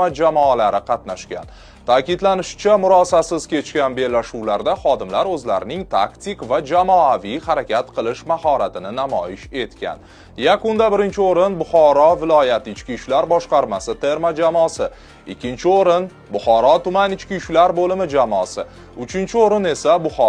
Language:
Uzbek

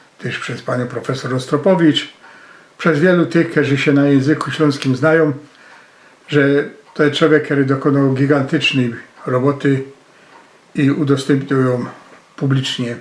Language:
Silesian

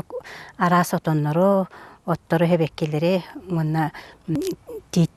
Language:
Yakut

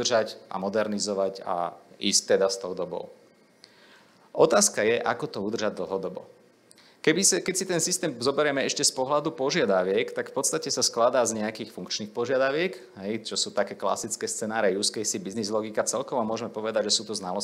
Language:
Slovak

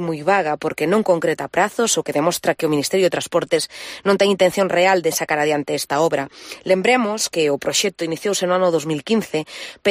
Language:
Galician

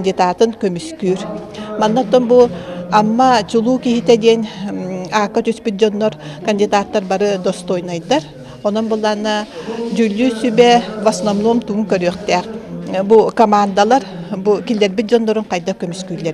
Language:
Yakut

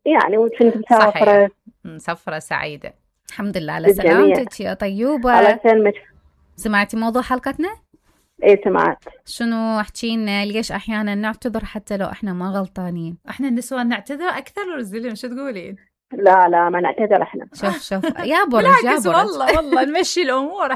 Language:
Mesopotamian Arabic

